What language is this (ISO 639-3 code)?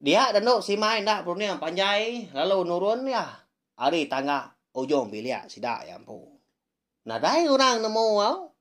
iba